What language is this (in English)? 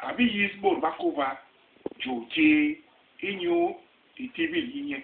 Basaa